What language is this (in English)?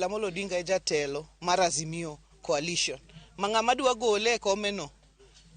Luo (Kenya and Tanzania)